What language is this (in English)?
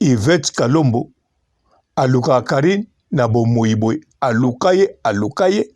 Lingala